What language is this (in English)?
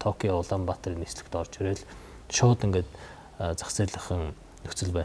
Mongolian